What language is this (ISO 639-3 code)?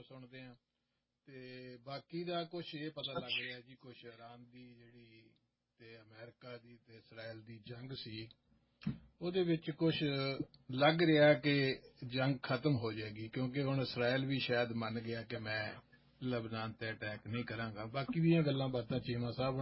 pan